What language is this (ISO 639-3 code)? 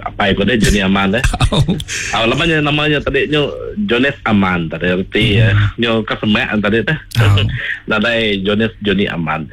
iba